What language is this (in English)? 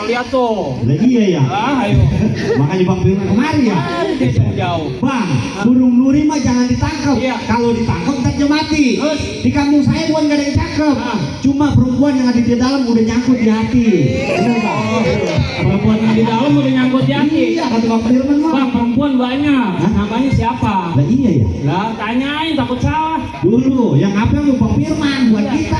Betawi